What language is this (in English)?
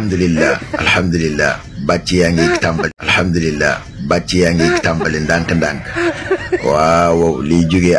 Wolof